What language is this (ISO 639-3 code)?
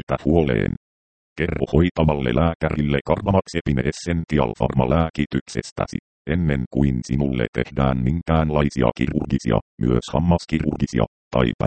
fin